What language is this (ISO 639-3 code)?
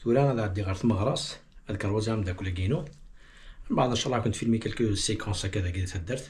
kab